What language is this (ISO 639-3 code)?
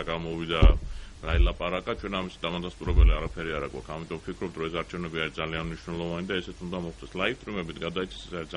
kat